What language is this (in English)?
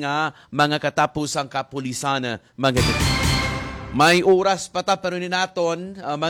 Hiligaynon